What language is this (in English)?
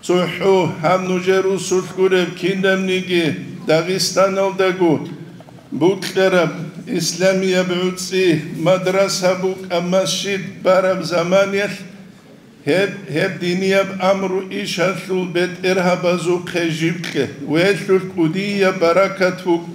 Avaric